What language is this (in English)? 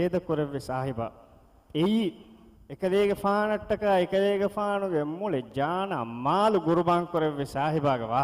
Divehi